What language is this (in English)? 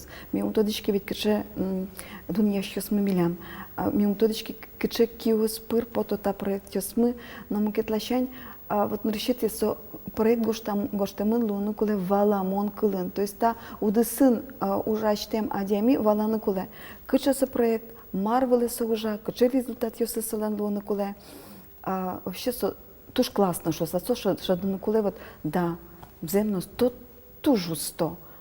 Udmurt